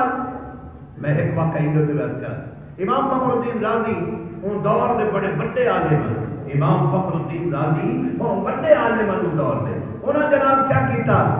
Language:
Saraiki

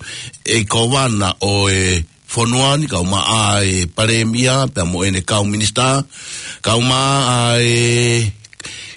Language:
Tongan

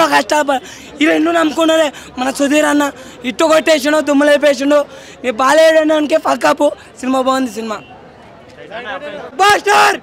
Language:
Telugu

